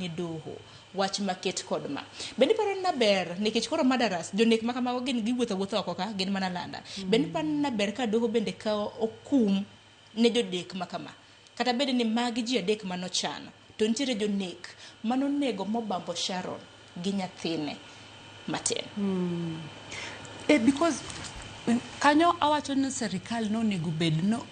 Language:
Luo (Kenya and Tanzania)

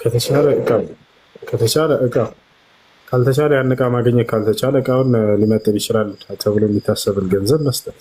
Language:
Amharic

